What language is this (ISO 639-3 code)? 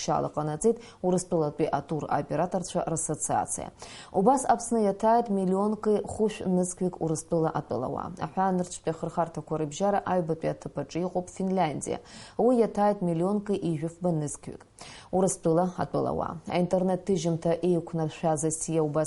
abk